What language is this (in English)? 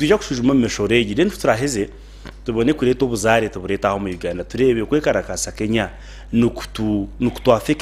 Nyankole